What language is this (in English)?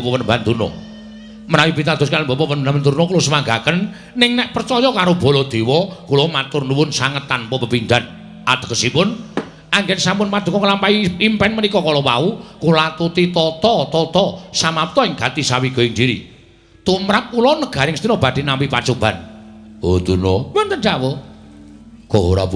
Javanese